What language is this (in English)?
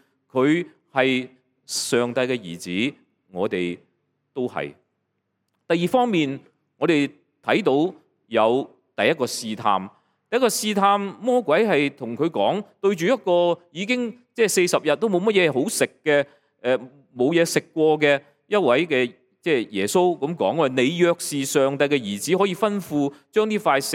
Cantonese